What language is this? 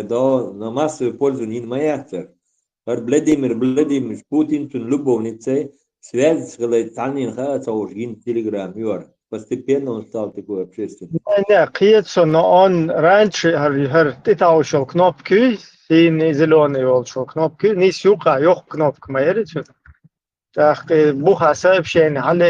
Chechen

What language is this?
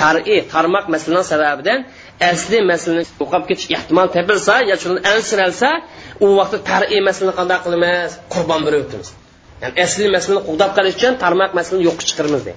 Uyghur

